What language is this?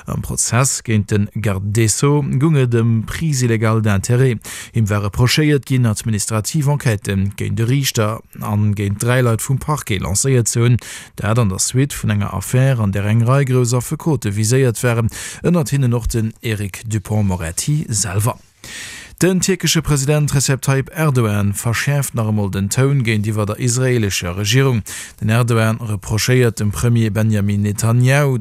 Luxembourgish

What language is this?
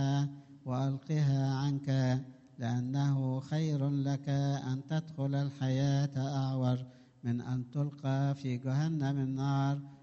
Arabic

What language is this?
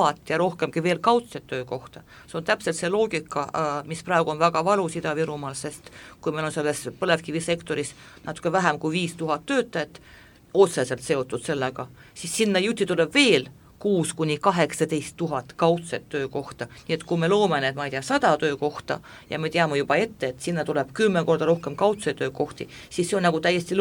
Estonian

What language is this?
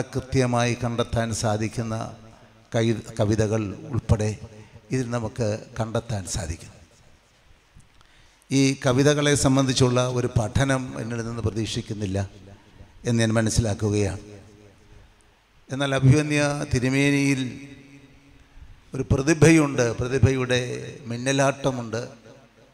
Malayalam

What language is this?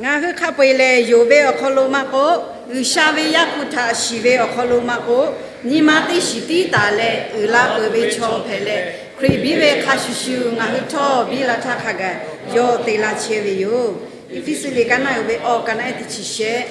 Lahu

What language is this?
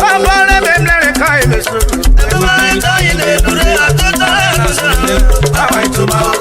Urhobo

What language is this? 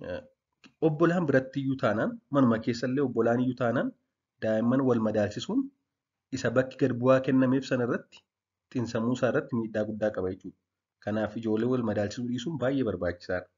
Oromo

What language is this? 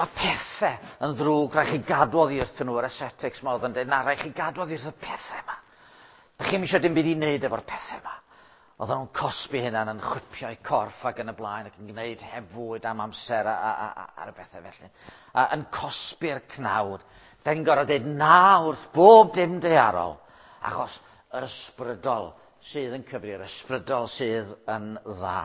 Welsh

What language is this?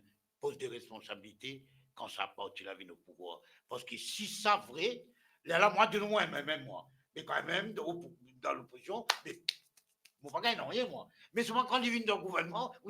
Morisyen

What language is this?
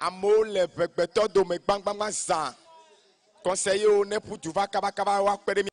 Ewe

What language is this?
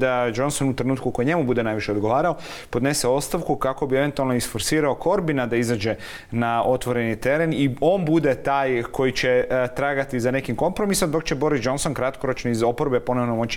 Croatian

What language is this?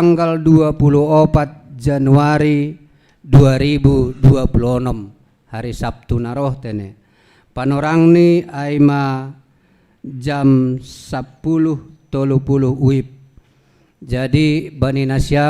Batak Simalungun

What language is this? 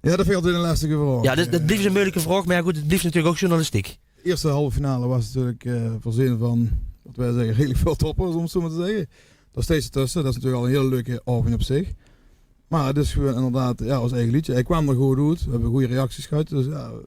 Limburgish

